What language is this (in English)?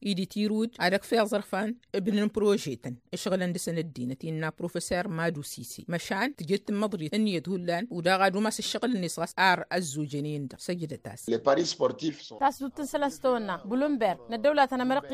Tamasheq